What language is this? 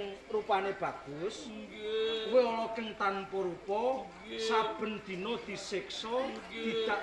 Javanese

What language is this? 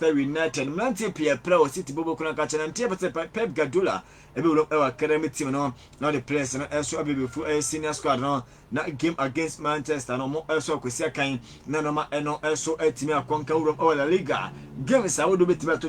Akan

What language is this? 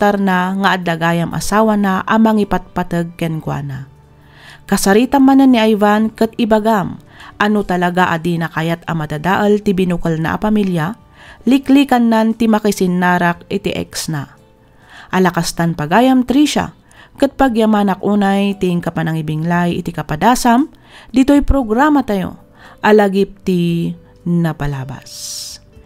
Iloko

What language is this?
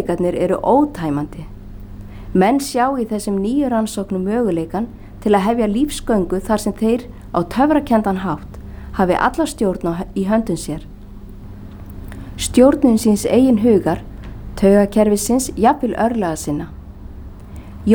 Icelandic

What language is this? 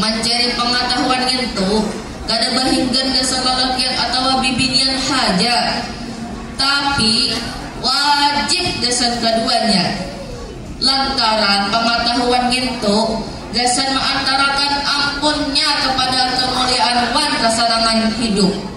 Banjar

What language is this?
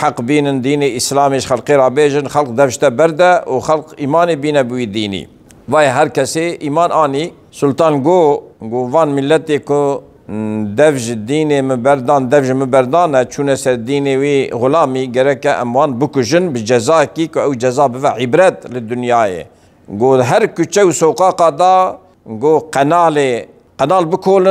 Kurdish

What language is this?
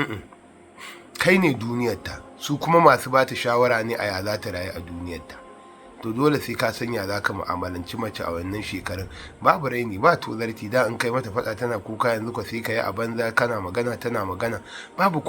Hausa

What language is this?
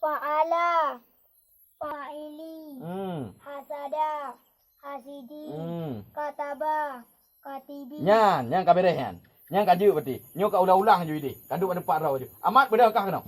Achinese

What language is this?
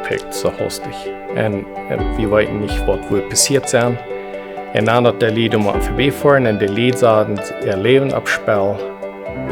Plautdietsch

